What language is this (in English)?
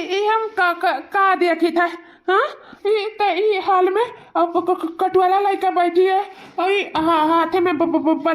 Awadhi